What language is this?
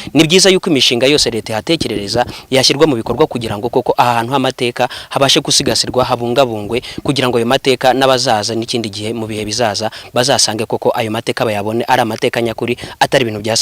Kinyarwanda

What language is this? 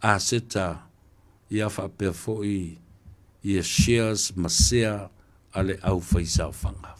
Samoan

